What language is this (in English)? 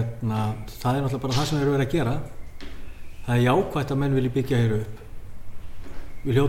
Icelandic